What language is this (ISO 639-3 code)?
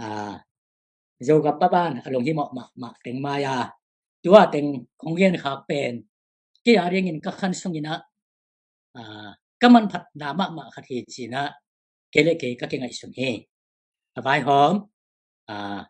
ctd